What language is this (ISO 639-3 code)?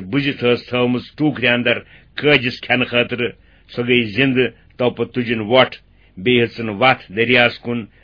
kas